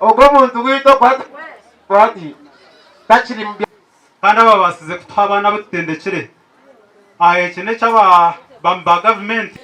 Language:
Nyankole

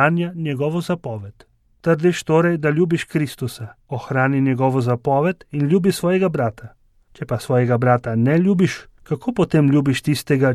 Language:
Slovenian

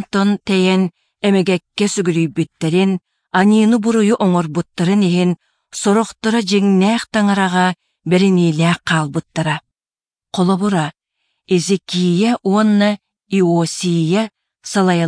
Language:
Yakut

